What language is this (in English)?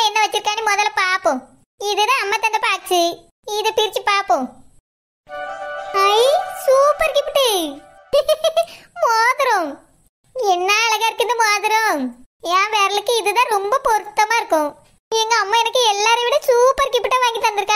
Tamil